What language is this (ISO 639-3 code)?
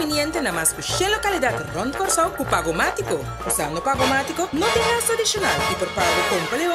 pap